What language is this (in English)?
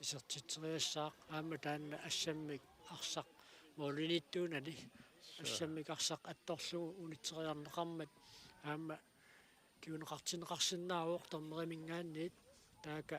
Kalaallisut